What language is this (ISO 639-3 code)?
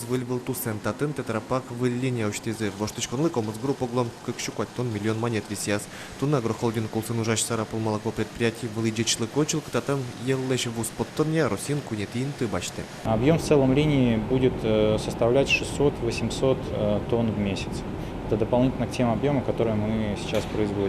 udm